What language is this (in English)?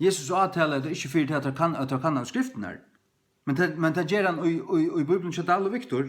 Faroese